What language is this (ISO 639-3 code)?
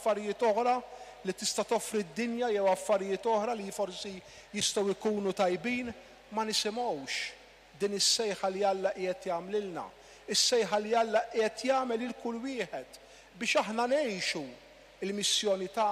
mlt